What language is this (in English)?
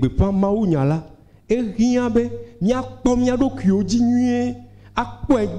Ewe